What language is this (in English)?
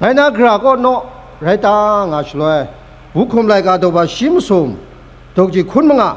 Kachin